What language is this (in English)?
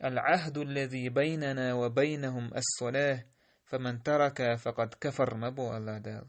Chechen